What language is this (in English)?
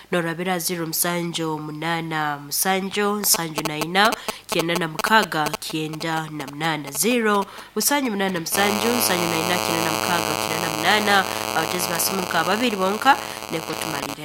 Nyoro